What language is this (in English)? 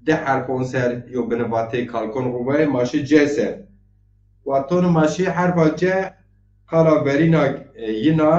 Zaza